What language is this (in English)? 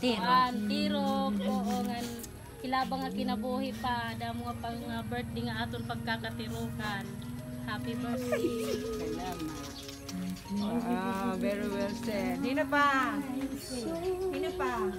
Waray